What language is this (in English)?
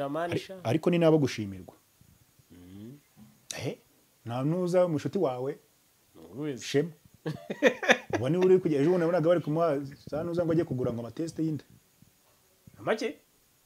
Kinyarwanda